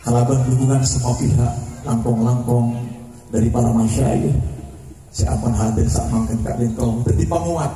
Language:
Madurese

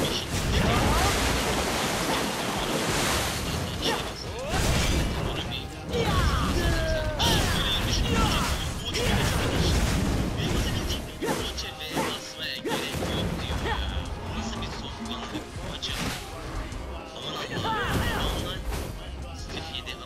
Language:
Turkish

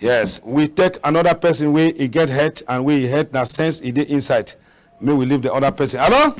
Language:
Cameroon Pidgin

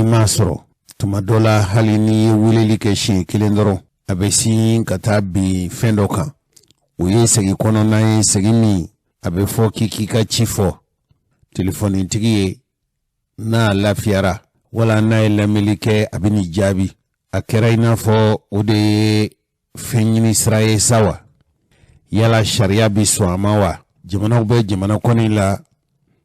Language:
Bambara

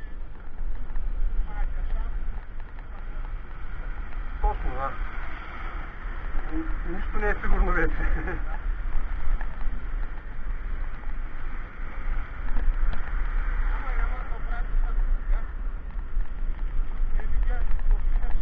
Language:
Bulgarian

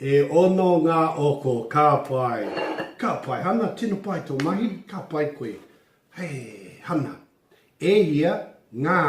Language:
Māori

